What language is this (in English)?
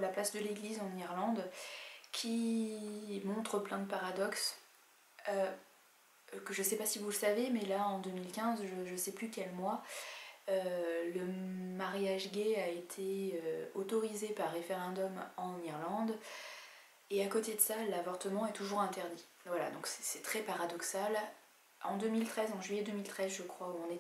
French